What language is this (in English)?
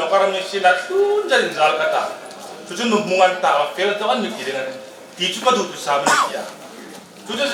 Hmar